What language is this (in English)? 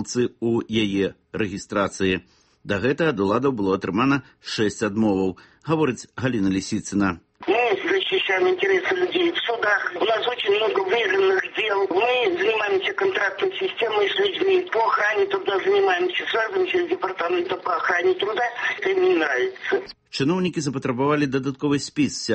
Belarusian